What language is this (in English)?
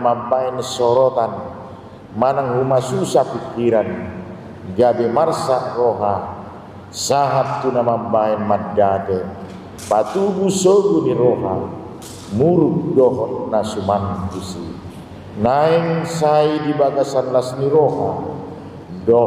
Batak Toba